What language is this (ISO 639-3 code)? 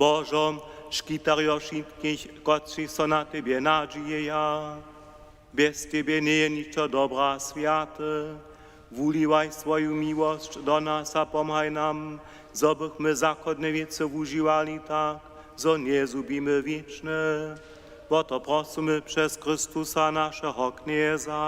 hsb